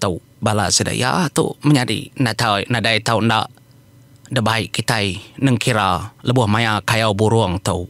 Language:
Iban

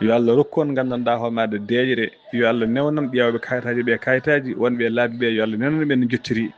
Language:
Fula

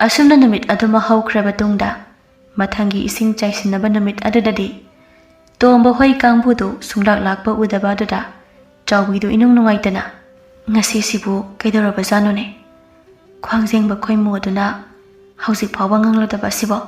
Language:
Manipuri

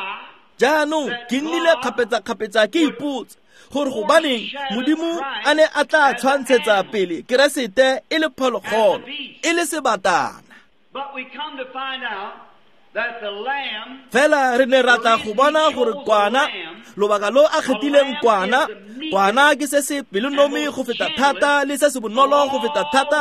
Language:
Tswana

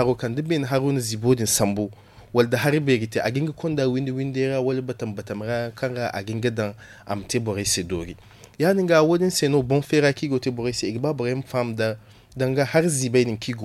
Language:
Zarma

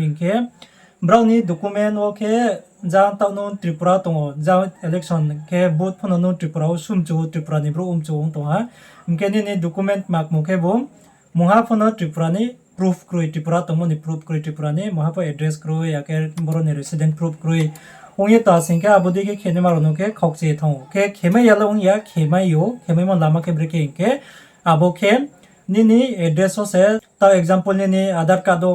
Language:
Riang (India)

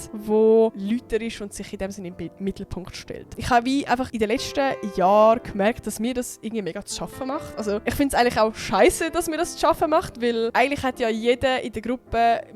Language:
Swiss German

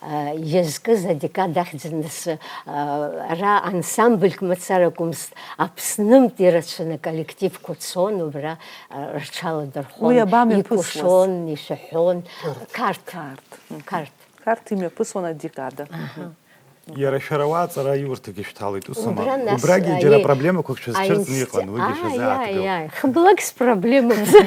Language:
Abkhazian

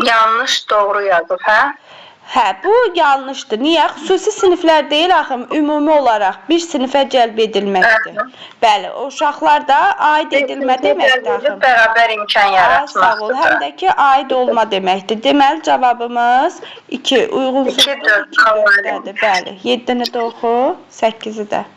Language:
Azerbaijani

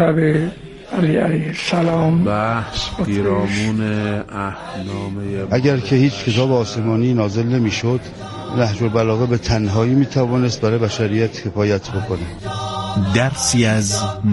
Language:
Persian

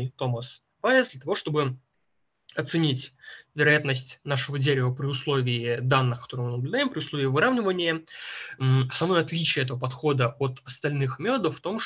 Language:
Russian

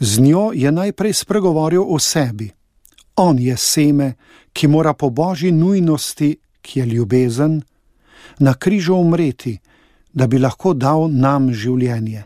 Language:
Slovenian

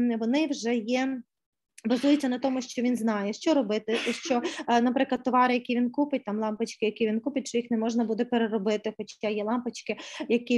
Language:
Ukrainian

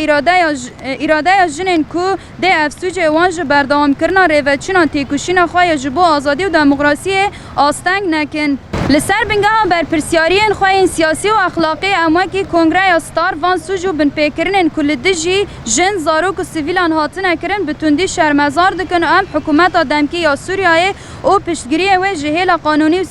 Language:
Kurdish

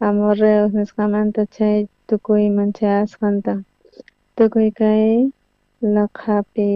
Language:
South Bolivian Quechua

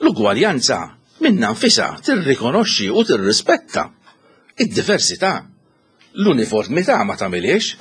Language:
Maltese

